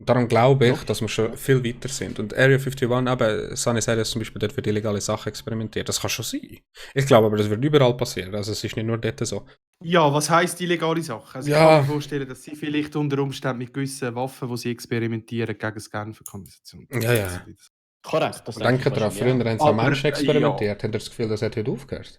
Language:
Swiss German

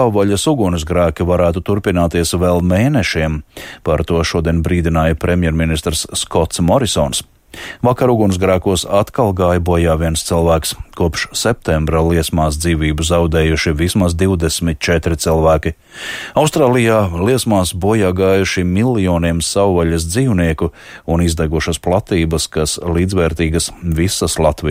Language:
Latvian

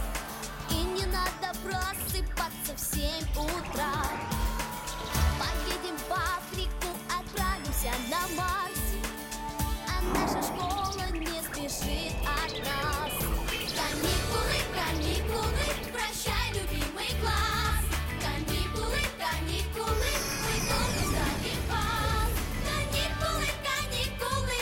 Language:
Russian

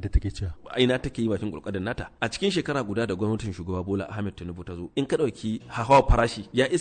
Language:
Hausa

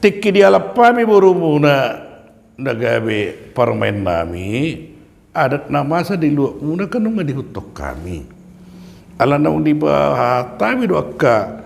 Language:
Batak Toba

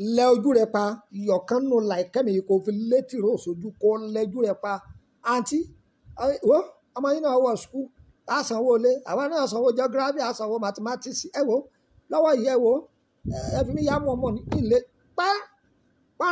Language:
Yoruba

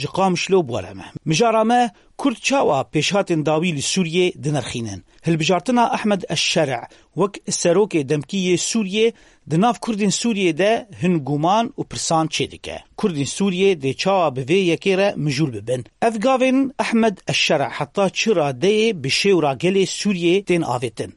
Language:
Kurdish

